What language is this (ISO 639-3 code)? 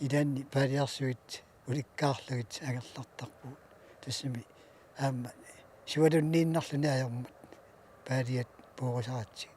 kal